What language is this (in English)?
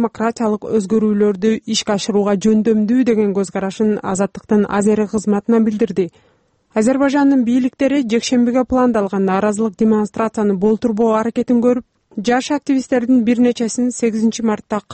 Kyrgyz